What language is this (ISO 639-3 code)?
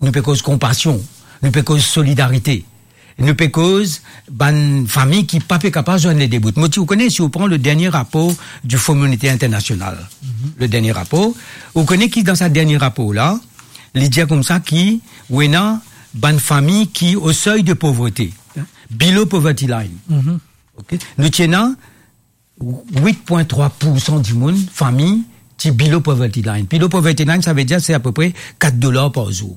mfe